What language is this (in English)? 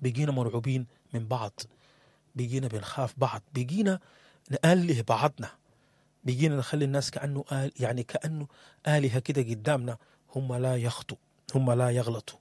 Sudanese Arabic